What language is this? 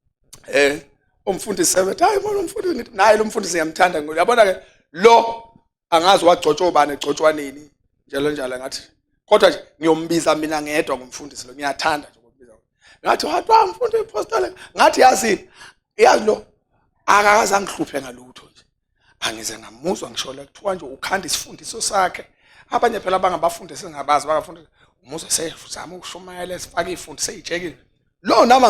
Zulu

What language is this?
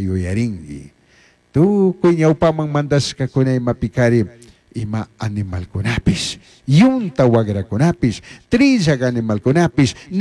Chimborazo Highland Quichua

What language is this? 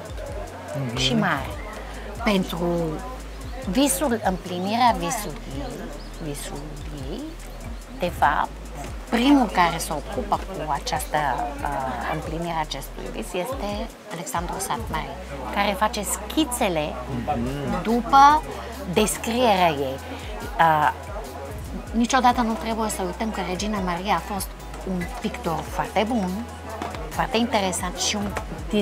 Romanian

